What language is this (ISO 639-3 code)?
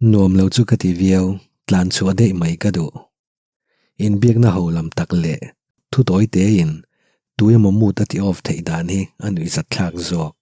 lus